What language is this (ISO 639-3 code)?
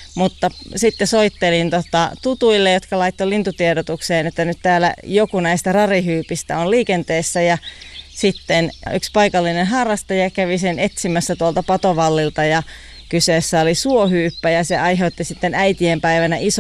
fin